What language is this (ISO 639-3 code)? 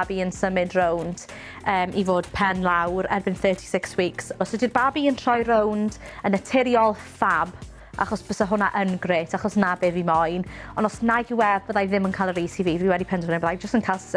cym